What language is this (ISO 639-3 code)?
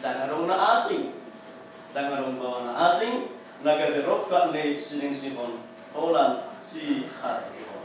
bbc